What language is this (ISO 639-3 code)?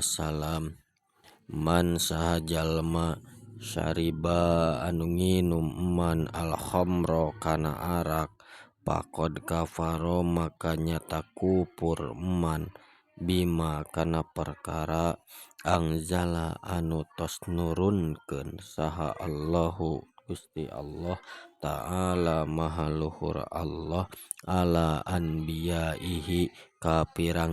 sun